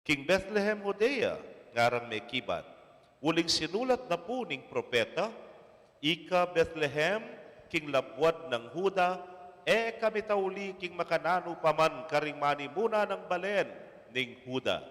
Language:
Pampanga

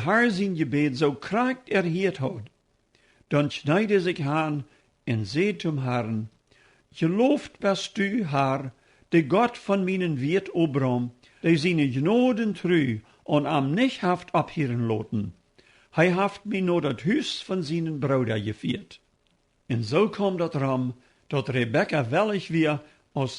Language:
Plautdietsch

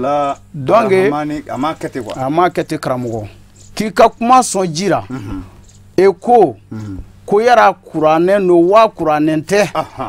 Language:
Bambara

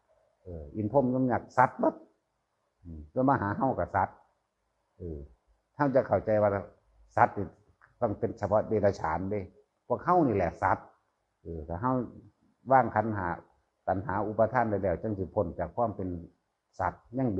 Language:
Northeastern Thai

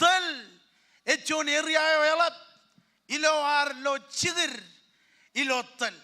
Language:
Marshallese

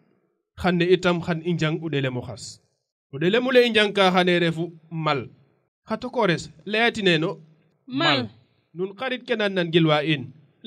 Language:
Serer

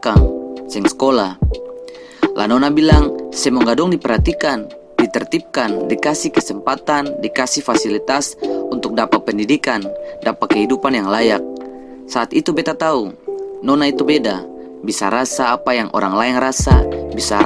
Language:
Ambonese Malay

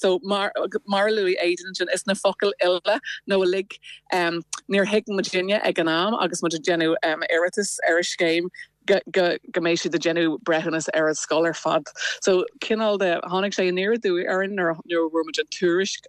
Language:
Irish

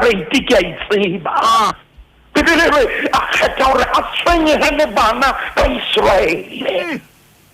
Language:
Southern Sotho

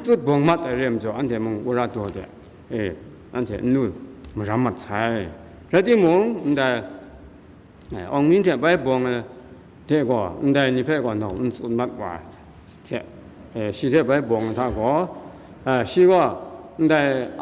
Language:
Kachin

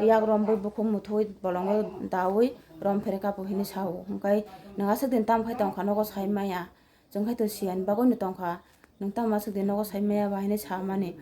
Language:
Kok Borok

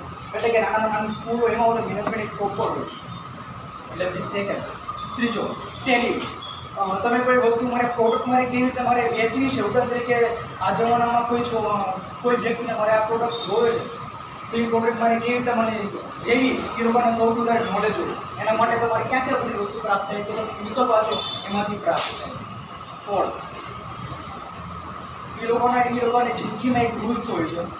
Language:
Gujarati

